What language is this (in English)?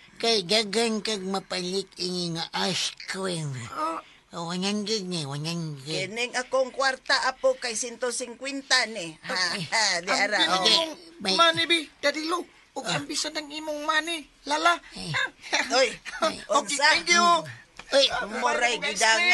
Cebuano